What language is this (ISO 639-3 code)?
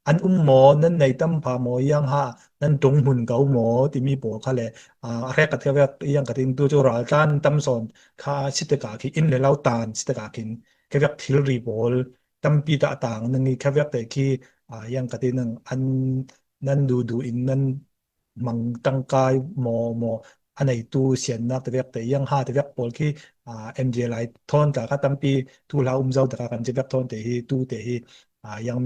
cfm